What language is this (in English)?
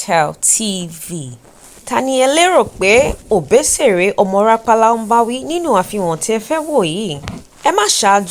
Yoruba